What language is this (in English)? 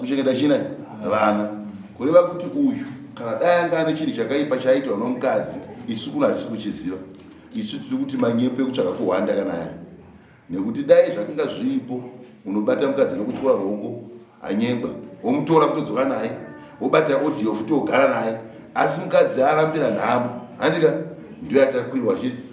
Shona